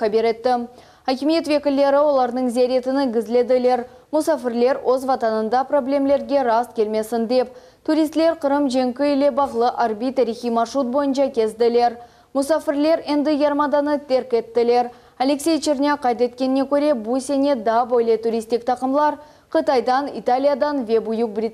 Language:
Crimean Tatar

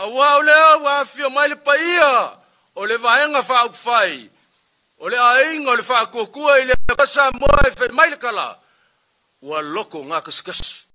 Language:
Samoan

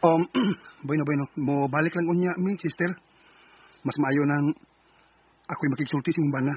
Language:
Cebuano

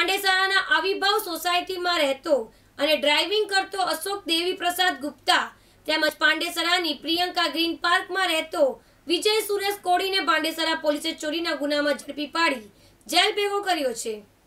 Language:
Gujarati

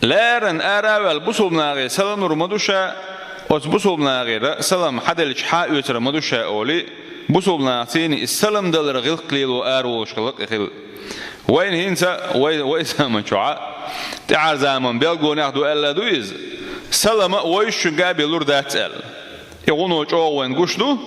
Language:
Chechen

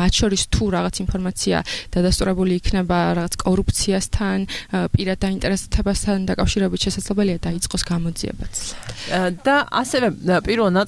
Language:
Georgian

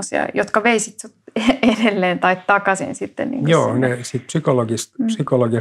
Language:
Finnish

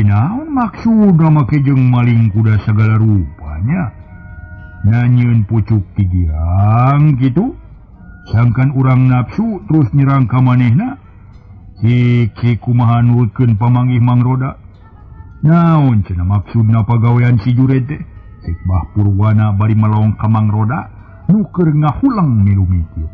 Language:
Sundanese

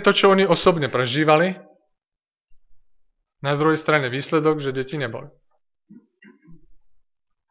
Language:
Slovak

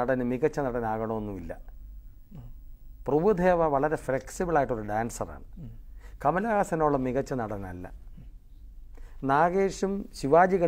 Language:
Malayalam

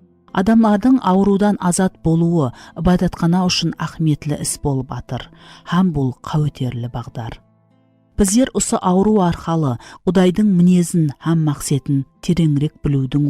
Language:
Kara-Kalpak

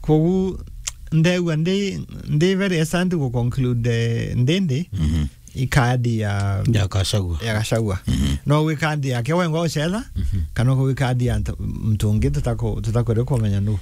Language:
Meru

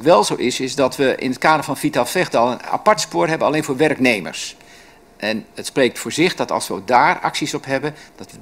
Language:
Dutch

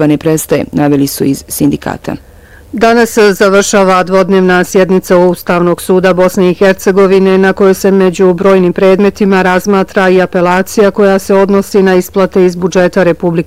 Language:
Bosnian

